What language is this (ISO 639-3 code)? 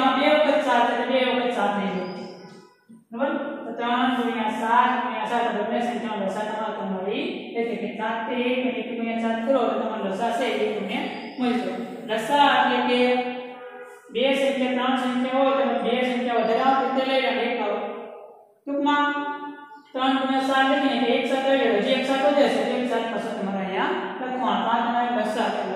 guj